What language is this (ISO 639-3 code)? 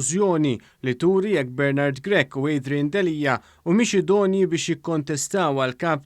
mlt